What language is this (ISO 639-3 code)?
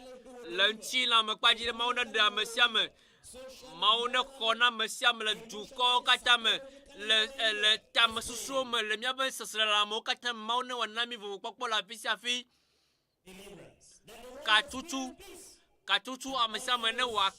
ewe